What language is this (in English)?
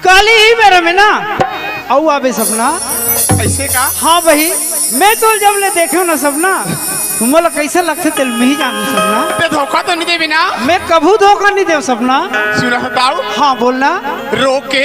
Chhattisgarhi